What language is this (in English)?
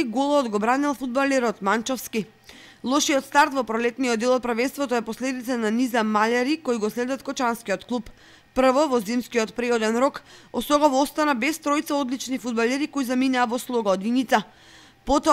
Macedonian